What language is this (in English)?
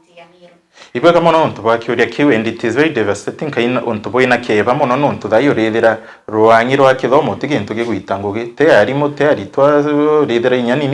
Meru